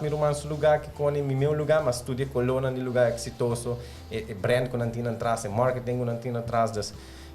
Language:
Papiamento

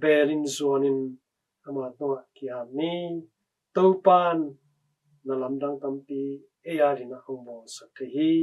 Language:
Tedim Chin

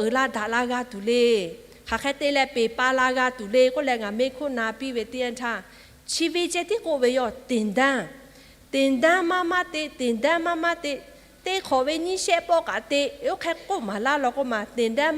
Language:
Lahu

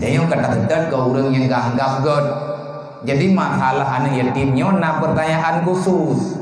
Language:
Achinese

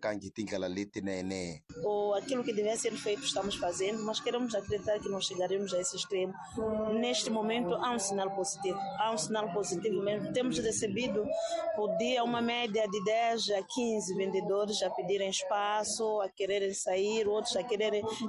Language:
Tsonga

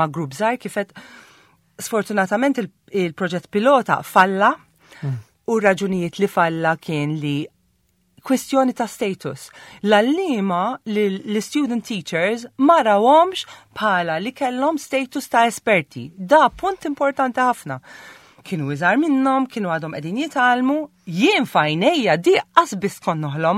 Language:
Maltese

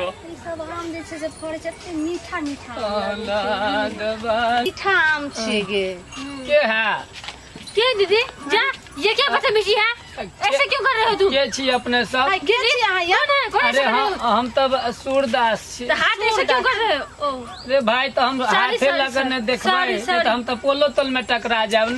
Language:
Maithili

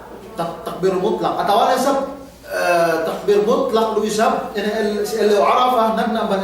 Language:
Yakan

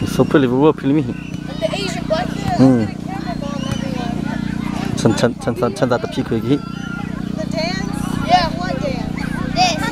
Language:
Hakha Chin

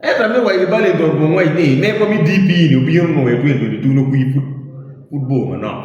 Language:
Acoli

